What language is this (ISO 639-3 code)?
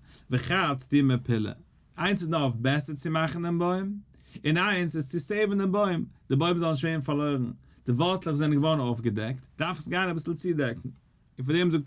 yid